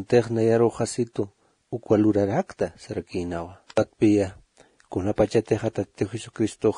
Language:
Aymara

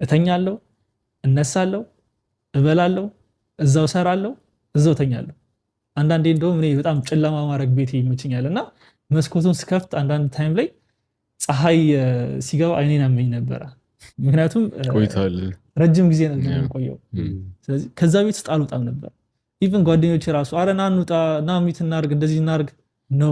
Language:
Amharic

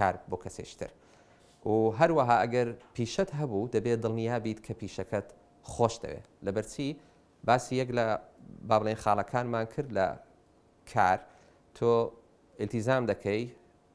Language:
Central Kurdish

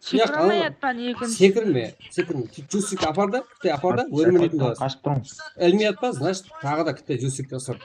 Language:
Kara-Kalpak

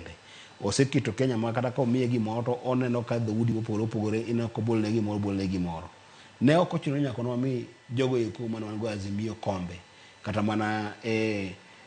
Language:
Luo (Kenya and Tanzania)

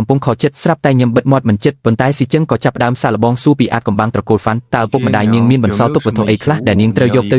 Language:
Khmer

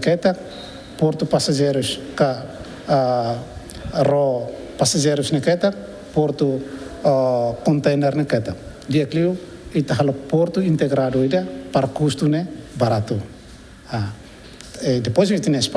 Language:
Tetum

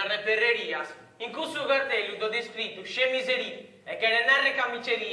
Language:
Sardinian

